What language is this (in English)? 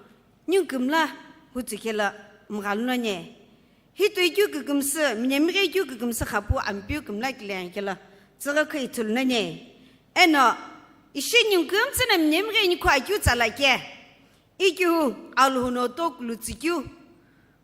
Sumi Naga